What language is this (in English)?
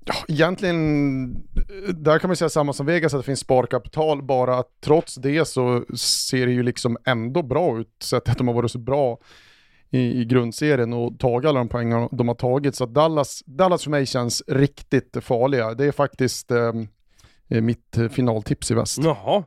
Swedish